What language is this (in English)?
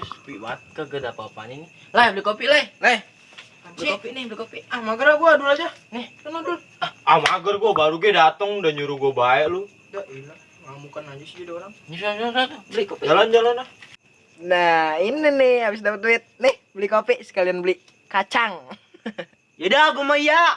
Betawi